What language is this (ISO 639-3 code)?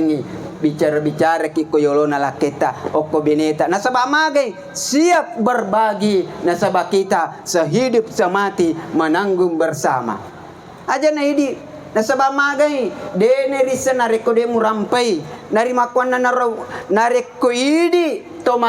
bug